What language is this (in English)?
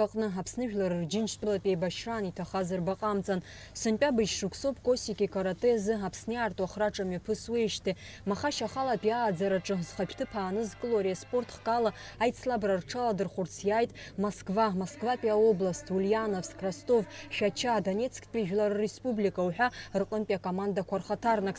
Abkhazian